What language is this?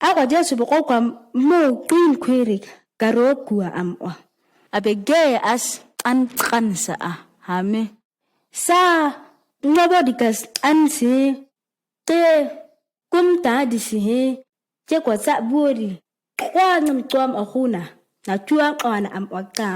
ǁGana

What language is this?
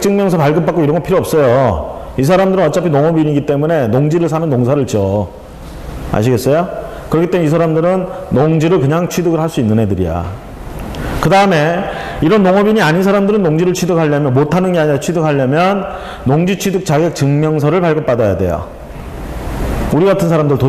Korean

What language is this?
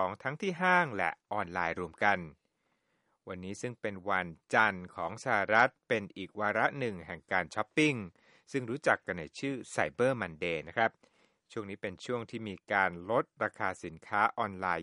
Thai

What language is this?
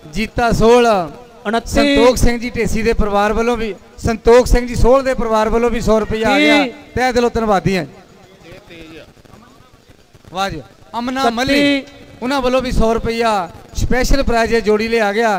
Punjabi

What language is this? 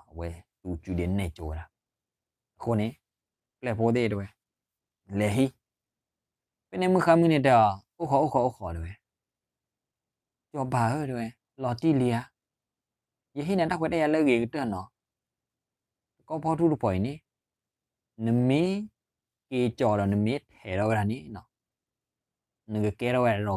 S'gaw Karen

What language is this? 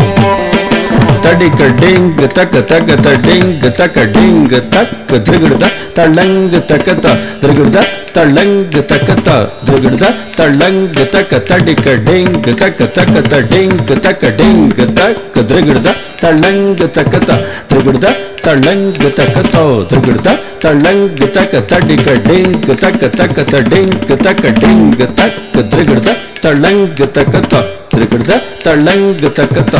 Telugu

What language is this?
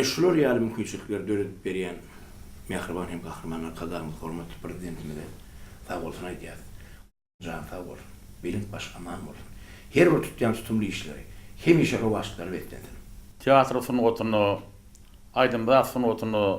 Turkmen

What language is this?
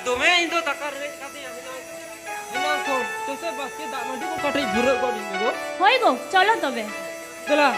Santali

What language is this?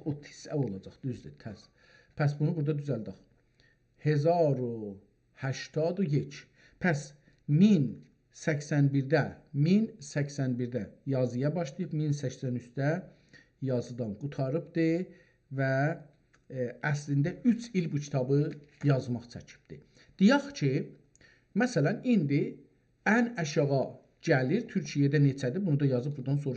South Azerbaijani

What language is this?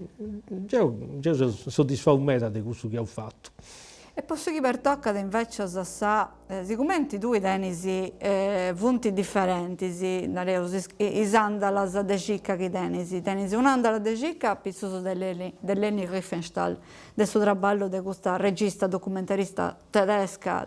Sardinian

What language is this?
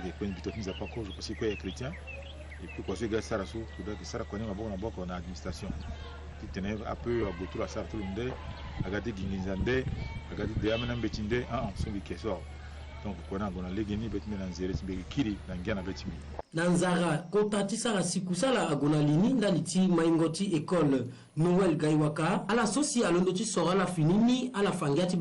Sango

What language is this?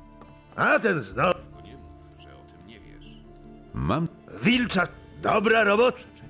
Polish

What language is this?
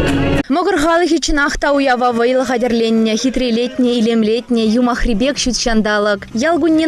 Chuvash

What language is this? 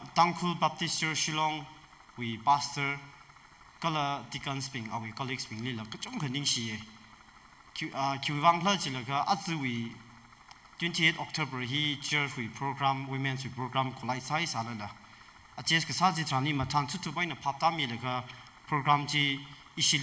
Tangkhul Naga (India)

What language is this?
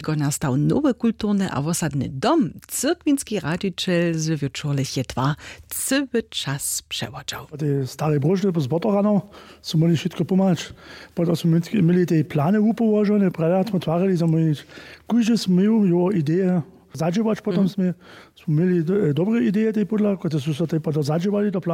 Upper Sorbian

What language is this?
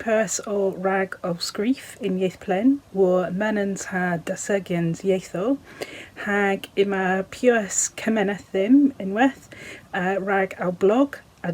Cornish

